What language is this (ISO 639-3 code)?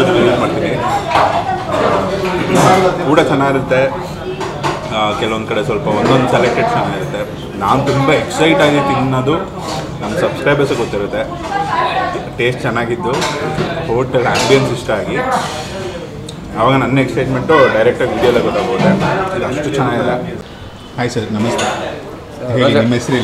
kan